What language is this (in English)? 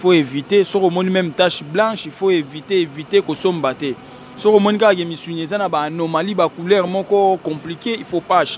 Lingala